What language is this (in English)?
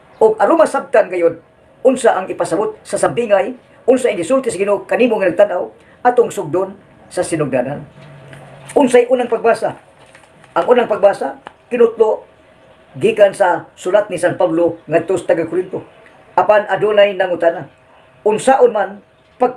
Cebuano